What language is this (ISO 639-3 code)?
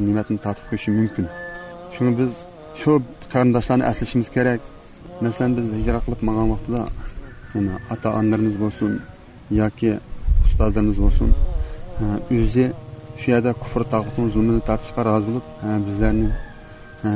uig